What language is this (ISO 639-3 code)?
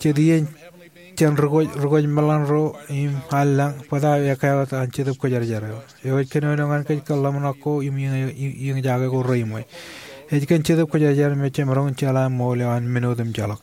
mah